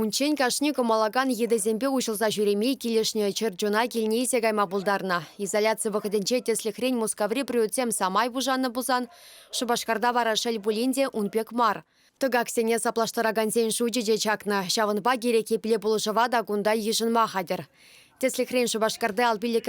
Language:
Chuvash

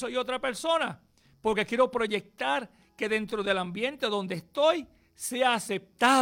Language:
Spanish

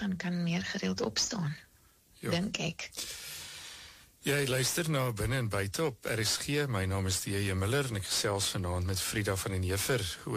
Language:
Afrikaans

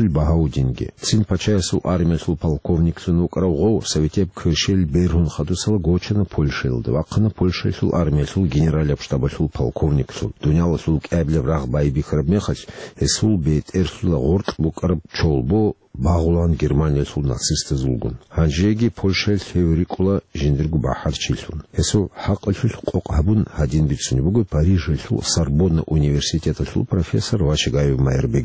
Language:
Avaric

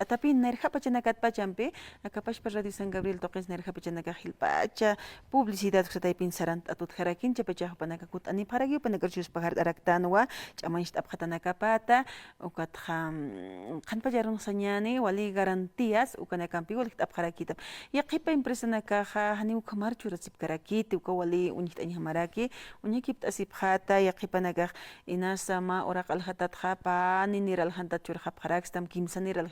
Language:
Aymara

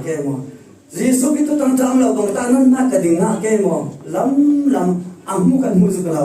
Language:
Falam Chin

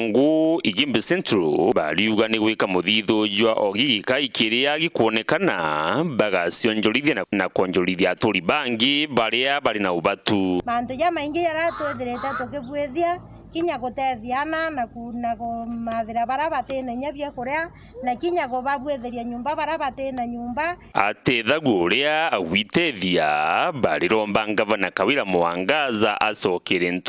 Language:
Meru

